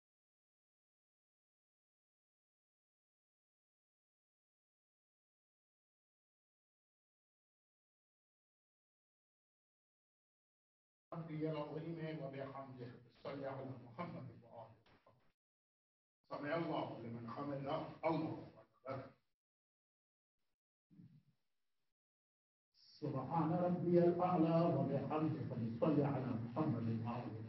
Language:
Urdu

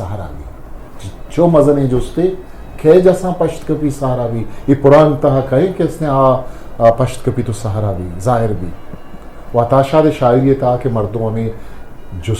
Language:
Eastern Balochi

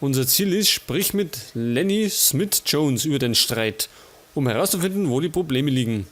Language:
Bavarian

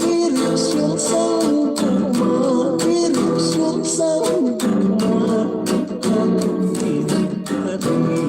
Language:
Hiligaynon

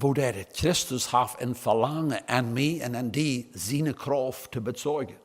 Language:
Plautdietsch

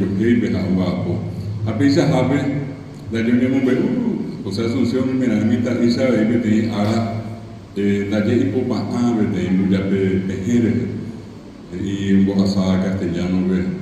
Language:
Guarani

